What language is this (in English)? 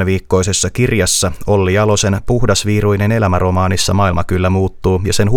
Finnish